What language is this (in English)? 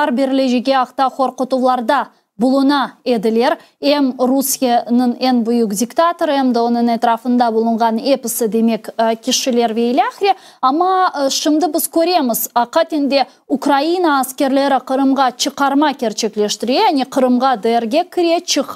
Crimean Tatar